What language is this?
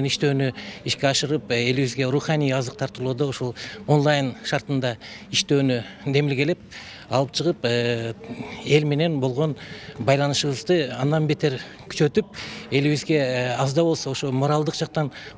Kyrgyz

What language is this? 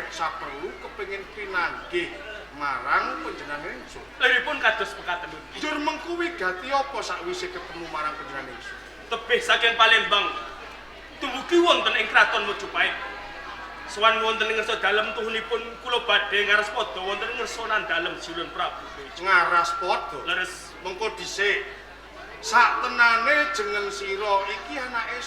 Javanese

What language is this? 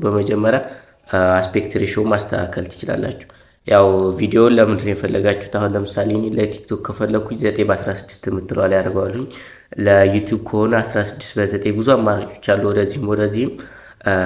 Amharic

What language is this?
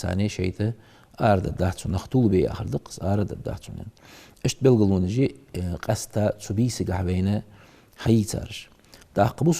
Ingush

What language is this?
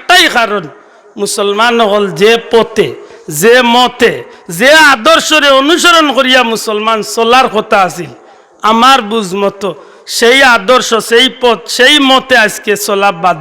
Sylheti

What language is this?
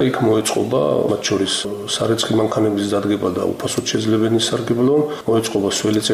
Georgian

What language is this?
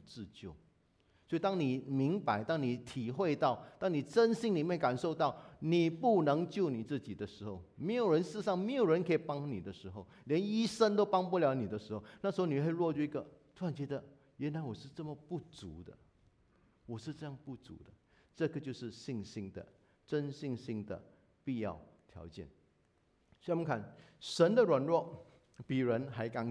Chinese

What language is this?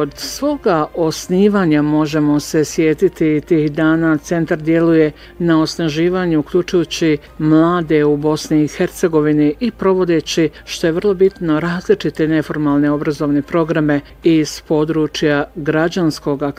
Bosnian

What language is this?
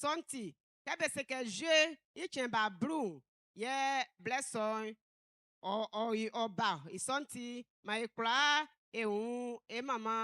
Baoulé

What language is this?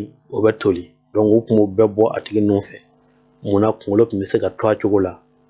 Bambara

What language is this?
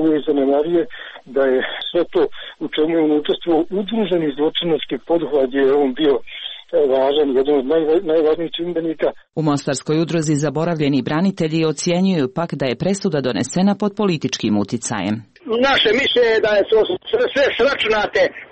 Croatian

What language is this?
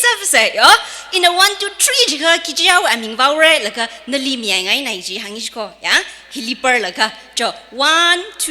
Tangkhul Naga (India)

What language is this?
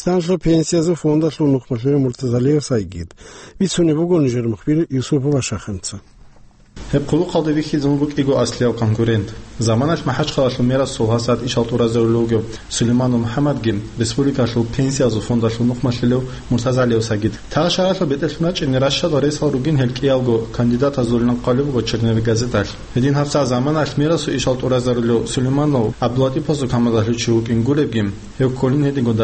Avaric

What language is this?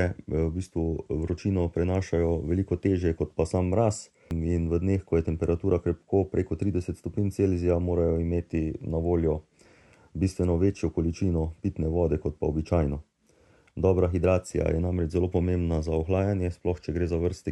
Slovenian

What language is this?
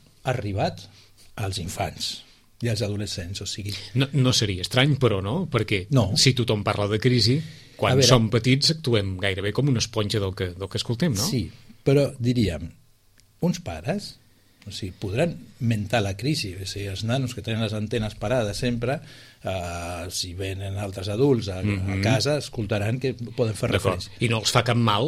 Catalan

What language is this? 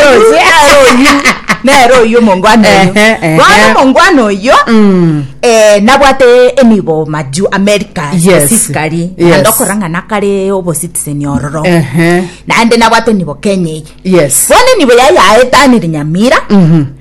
Gusii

